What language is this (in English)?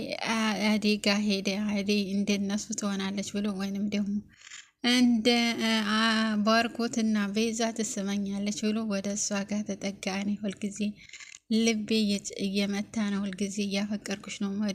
Amharic